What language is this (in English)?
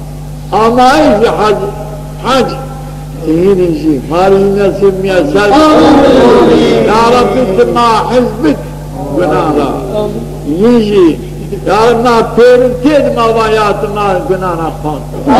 Zaza